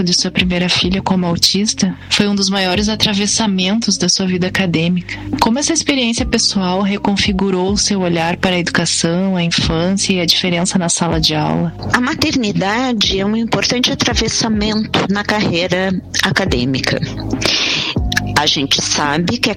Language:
Portuguese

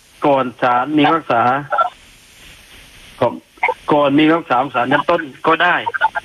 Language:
Thai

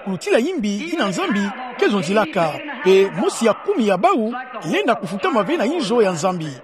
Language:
Kituba (Democratic Republic of Congo)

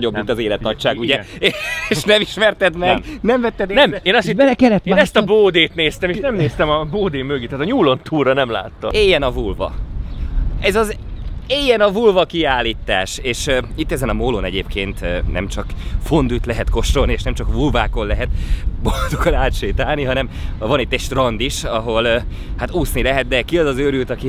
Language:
Hungarian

